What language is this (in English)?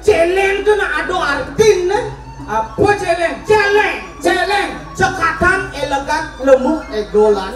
Balinese